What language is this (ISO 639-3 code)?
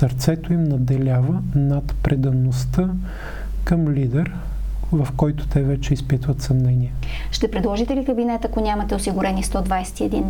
bul